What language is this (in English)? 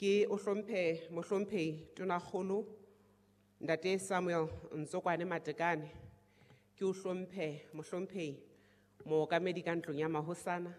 Southern Sotho